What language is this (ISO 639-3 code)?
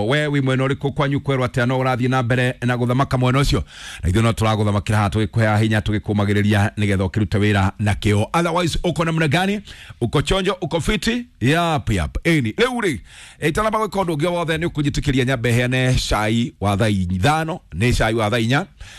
kik